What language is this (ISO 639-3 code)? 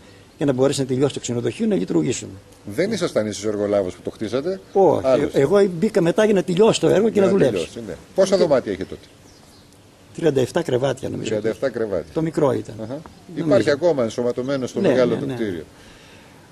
ell